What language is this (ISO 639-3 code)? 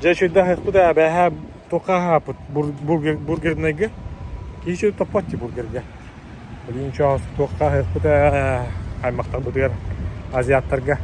sah